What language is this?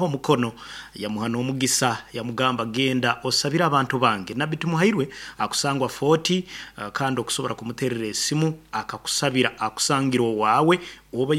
Nyankole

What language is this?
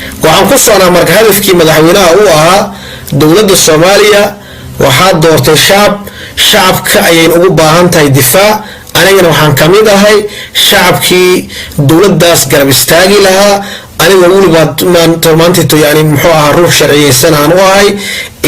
Somali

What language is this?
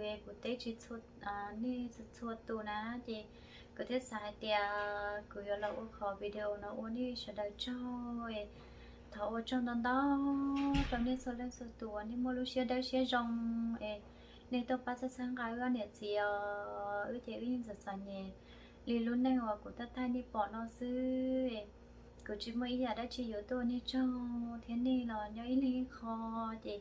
Hmong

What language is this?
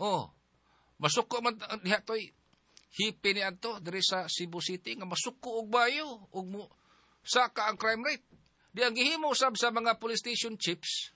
Cebuano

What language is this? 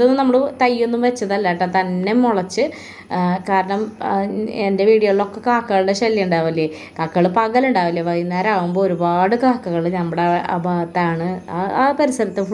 Malayalam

